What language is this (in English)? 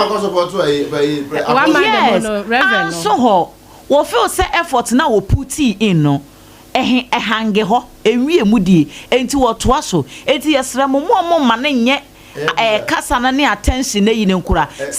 Akan